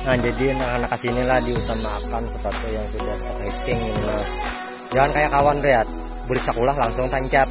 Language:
Banjar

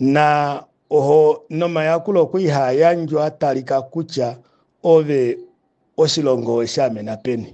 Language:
Kuanyama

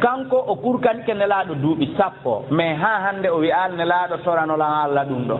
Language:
Fula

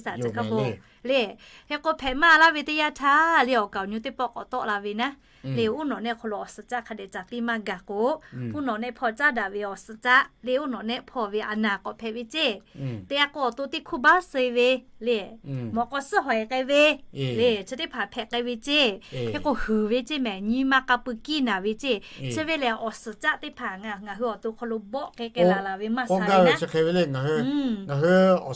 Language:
Lahu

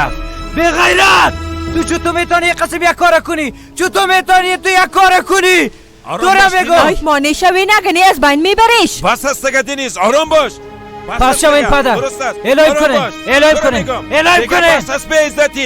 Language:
Persian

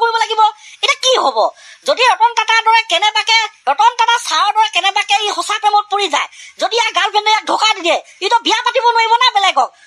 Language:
Assamese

